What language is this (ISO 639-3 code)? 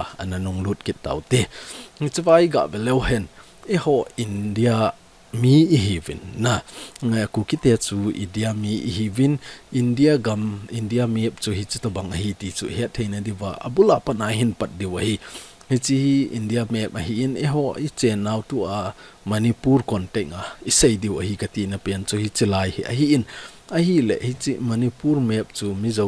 tcz